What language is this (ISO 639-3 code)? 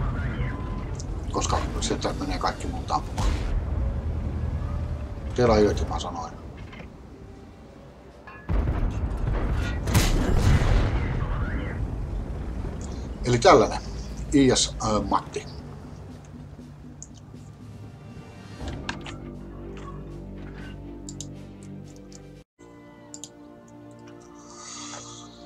fin